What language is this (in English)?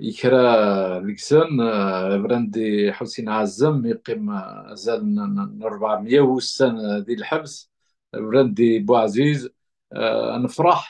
Kabyle